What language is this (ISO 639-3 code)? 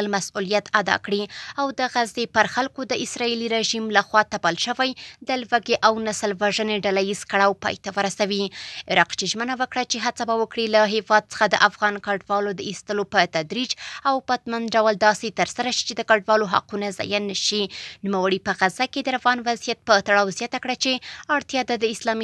pus